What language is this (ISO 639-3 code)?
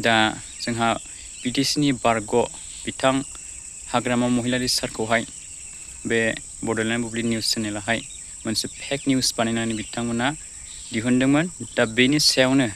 brx